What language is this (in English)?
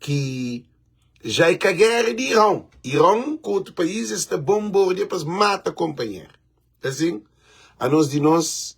Kabuverdianu